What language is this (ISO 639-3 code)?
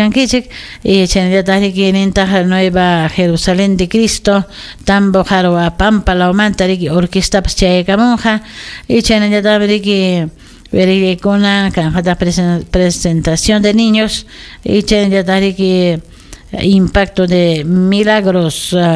quy